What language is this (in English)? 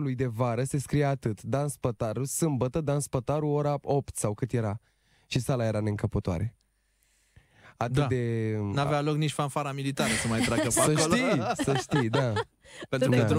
Romanian